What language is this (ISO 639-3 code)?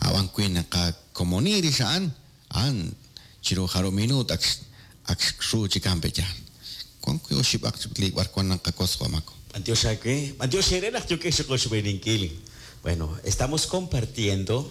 kek